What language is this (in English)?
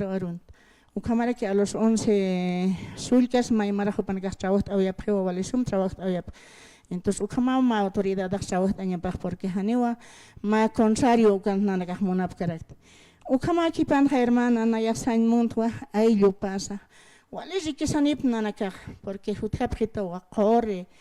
Aymara